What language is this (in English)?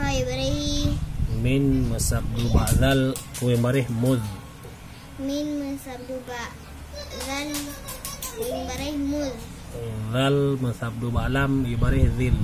Achinese